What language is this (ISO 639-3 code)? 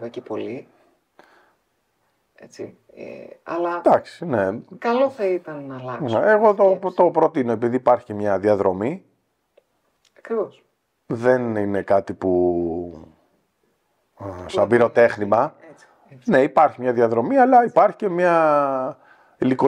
ell